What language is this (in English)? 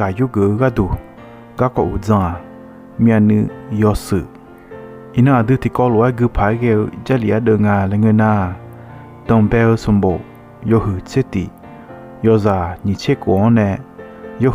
Akha